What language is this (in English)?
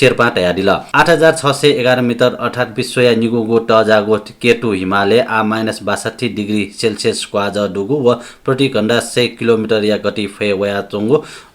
Newari